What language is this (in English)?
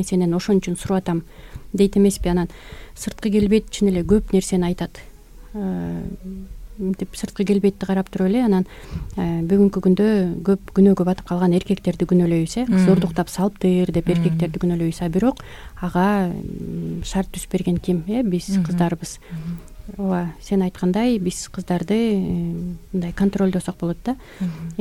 Kyrgyz